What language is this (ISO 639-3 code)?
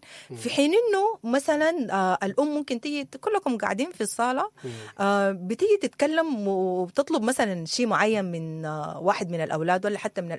apd